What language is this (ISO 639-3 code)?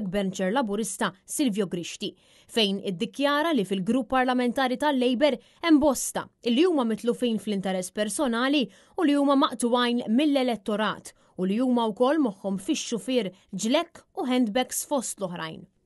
mlt